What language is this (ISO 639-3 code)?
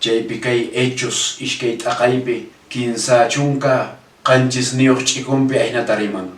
que